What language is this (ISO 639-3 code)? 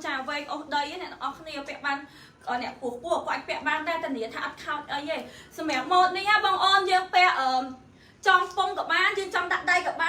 khm